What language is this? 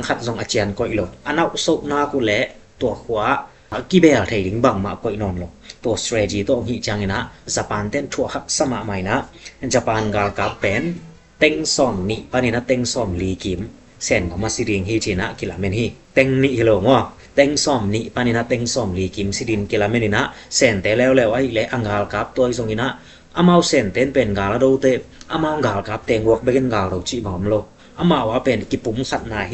Tedim Chin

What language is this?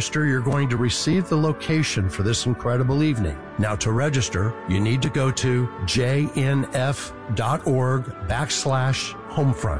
English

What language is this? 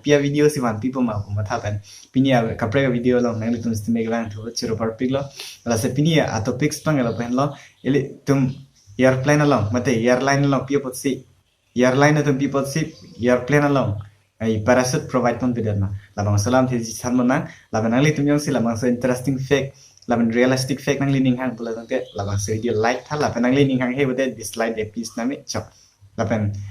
Karbi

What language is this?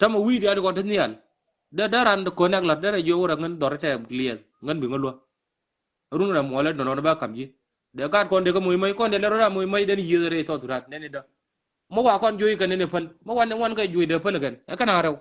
Nuer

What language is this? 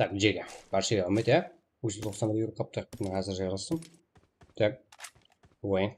Kara-Kalpak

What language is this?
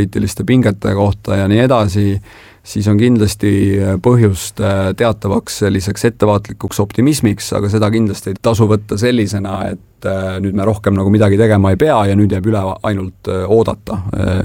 Estonian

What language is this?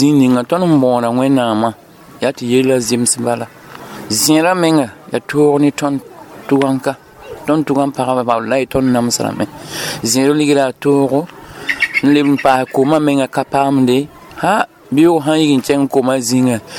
Mossi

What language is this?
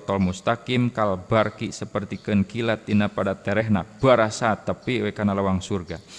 Sundanese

